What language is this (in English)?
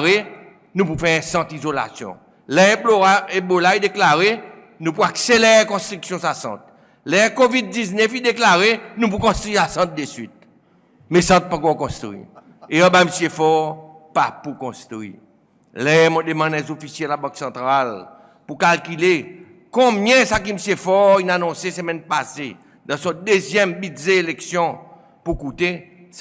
Seselwa Creole French